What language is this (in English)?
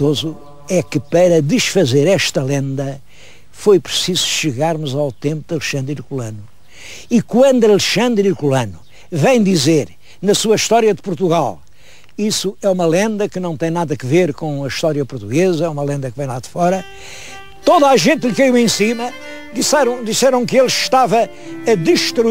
Portuguese